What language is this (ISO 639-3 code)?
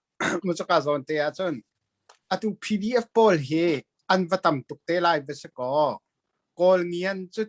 cnh